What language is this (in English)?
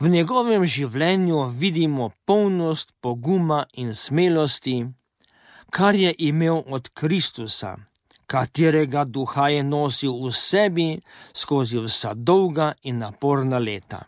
Slovenian